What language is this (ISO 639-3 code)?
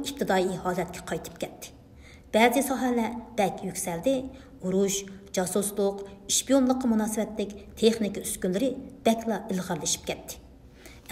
uig